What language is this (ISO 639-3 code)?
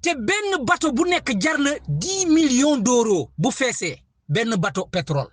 wol